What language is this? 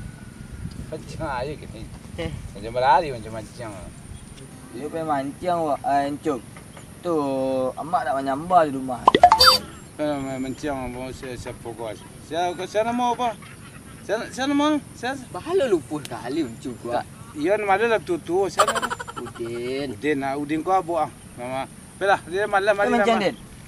Minangkabau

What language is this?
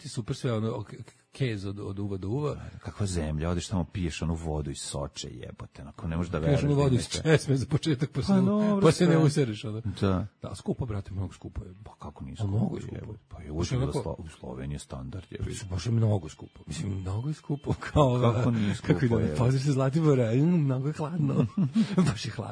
Serbian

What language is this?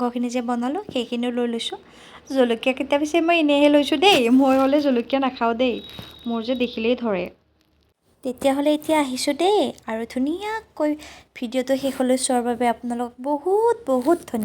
Assamese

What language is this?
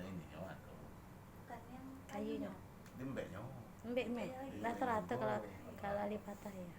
Musi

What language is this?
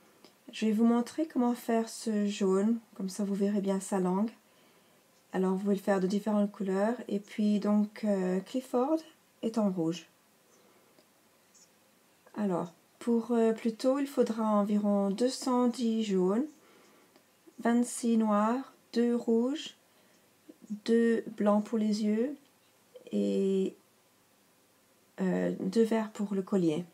French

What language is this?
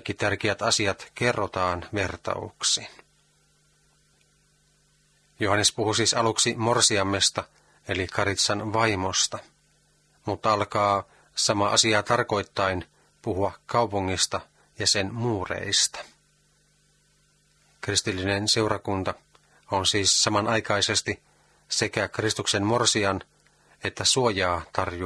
Finnish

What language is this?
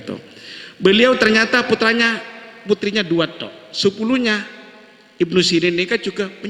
Madurese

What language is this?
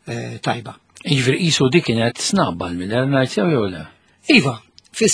Maltese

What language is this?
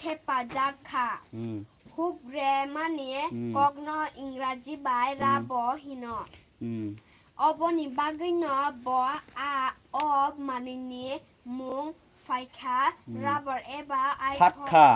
Kok Borok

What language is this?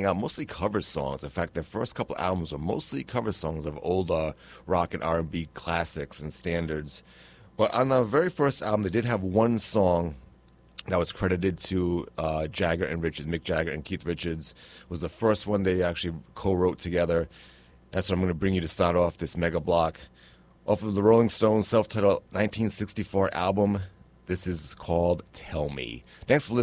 English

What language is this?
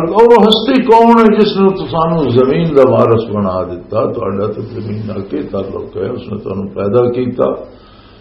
Western Panjabi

